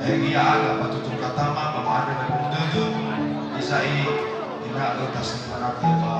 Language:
Nias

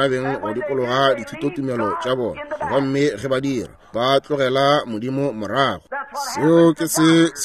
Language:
Northern Sotho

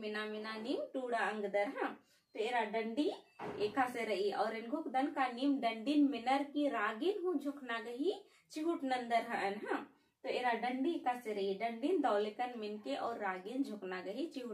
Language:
Kurukh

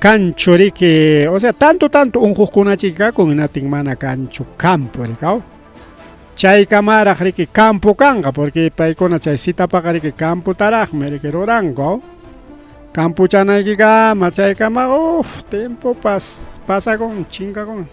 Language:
Ayacucho Quechua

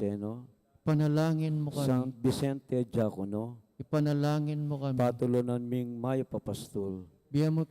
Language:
Pampanga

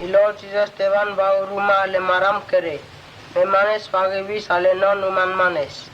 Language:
Mota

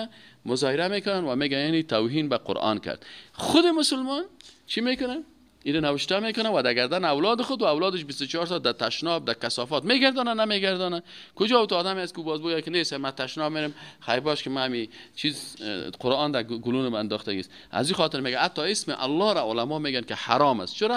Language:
Persian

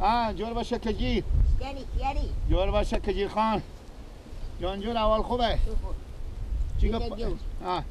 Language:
Persian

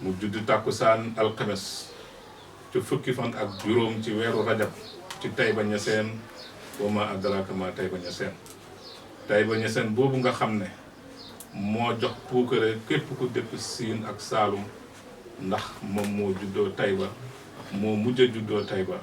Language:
Wolof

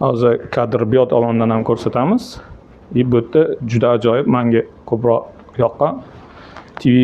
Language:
Uzbek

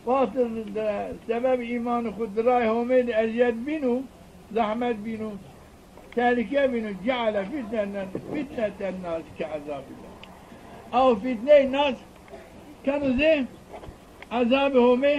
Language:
Zaza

